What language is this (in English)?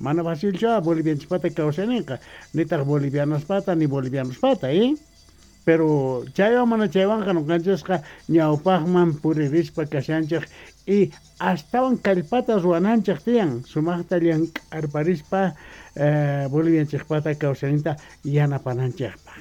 South Bolivian Quechua